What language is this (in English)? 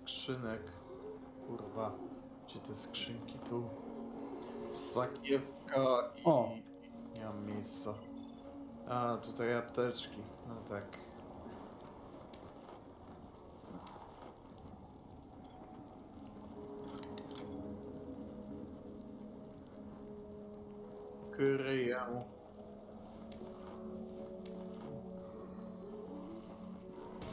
Polish